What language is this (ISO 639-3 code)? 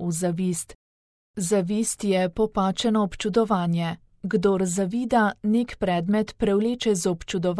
slv